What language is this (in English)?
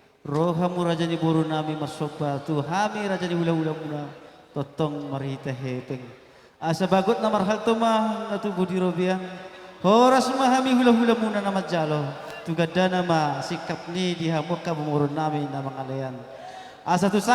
Batak Toba